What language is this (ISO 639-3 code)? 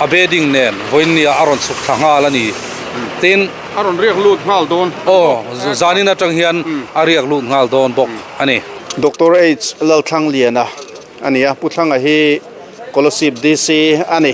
lus